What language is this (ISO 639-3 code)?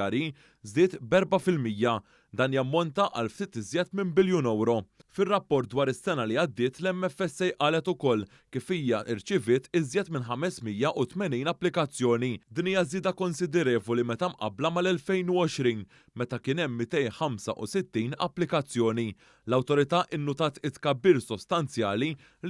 mlt